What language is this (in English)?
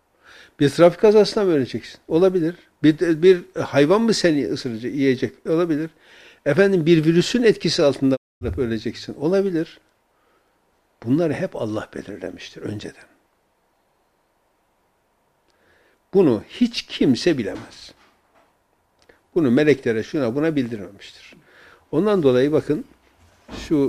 Turkish